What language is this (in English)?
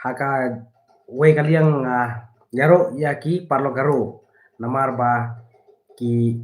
Khasi